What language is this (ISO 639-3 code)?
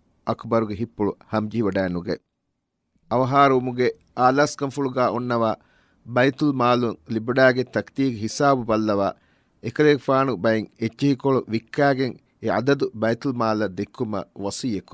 div